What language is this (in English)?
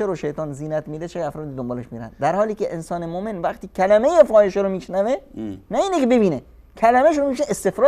Persian